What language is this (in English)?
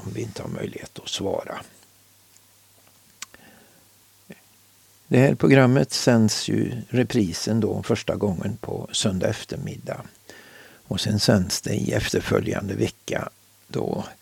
Swedish